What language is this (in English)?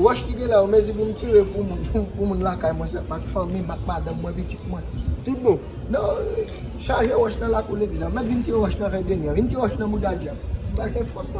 Haitian Creole